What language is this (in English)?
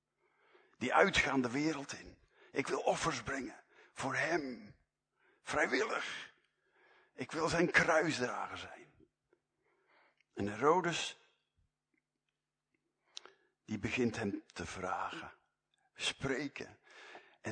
Dutch